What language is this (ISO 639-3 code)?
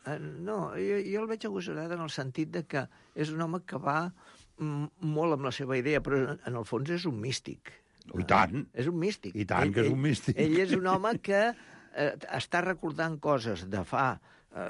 cat